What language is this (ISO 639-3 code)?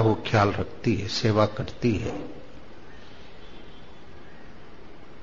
hin